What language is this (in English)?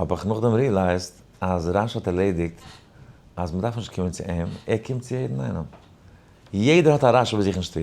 Yiddish